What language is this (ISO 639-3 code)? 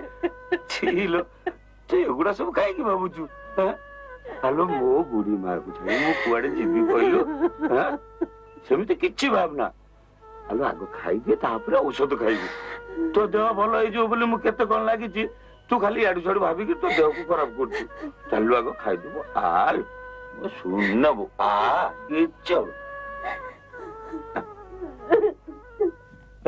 ori